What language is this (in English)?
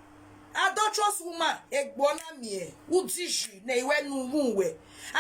Nigerian Pidgin